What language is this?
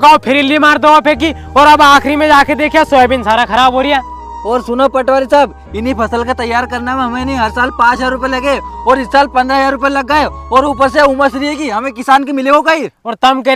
Rajasthani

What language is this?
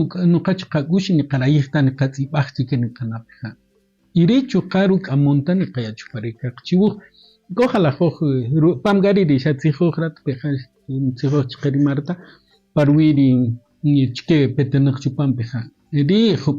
Kaqchikel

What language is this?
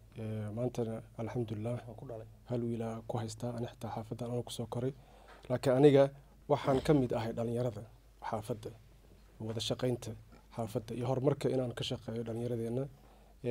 Somali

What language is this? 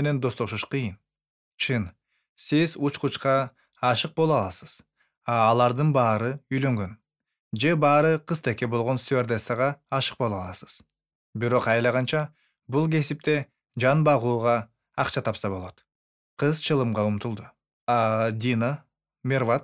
Kyrgyz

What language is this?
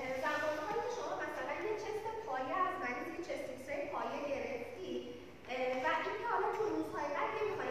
Persian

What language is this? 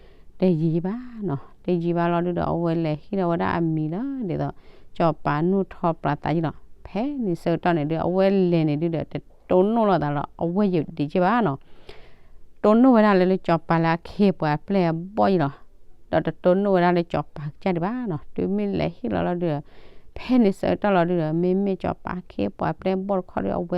S'gaw Karen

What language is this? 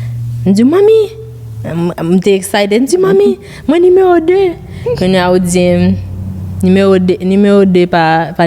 Haitian Creole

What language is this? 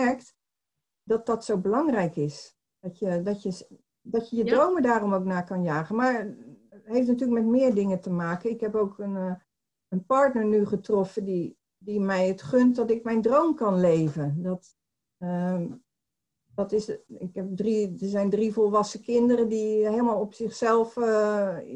Dutch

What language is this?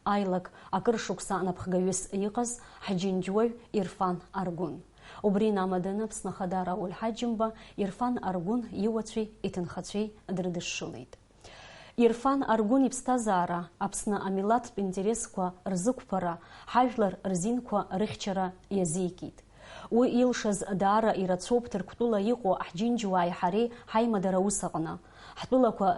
Abkhazian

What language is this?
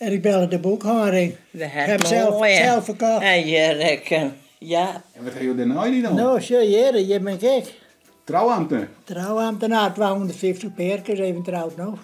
Western Frisian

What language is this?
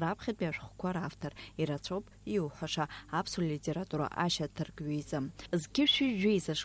Abkhazian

